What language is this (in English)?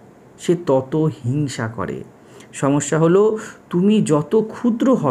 Bangla